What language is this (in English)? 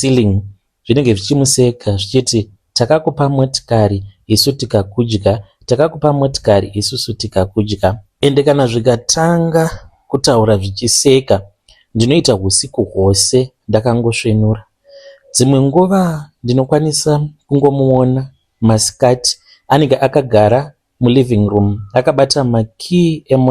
Shona